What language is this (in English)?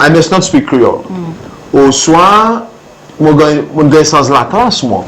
Seselwa Creole French